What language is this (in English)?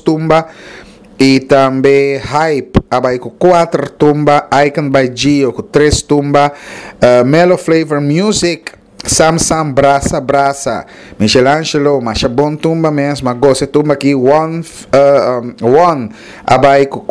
Papiamento